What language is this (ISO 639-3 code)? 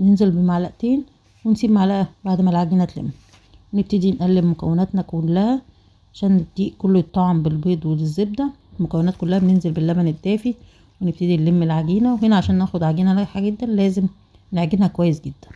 arz